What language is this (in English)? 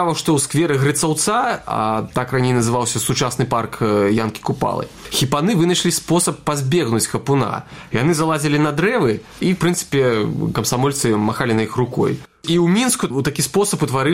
Belarusian